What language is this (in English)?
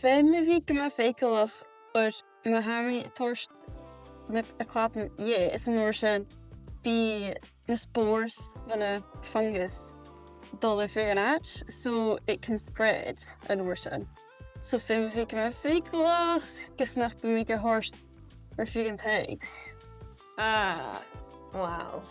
Scottish Gaelic